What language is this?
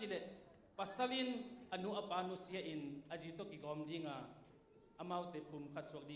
Tedim Chin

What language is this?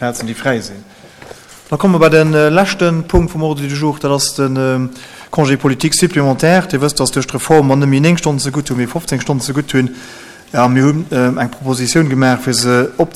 Luxembourgish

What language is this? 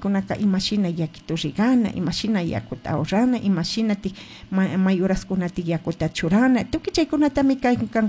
Chimborazo Highland Quichua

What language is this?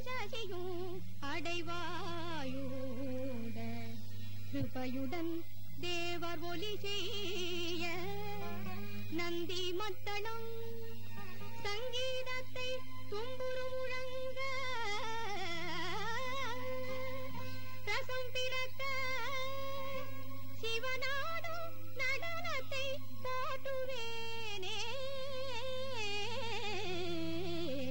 Tamil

